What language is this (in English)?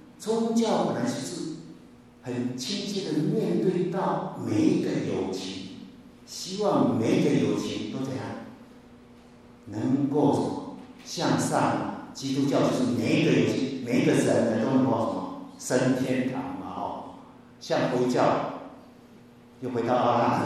Chinese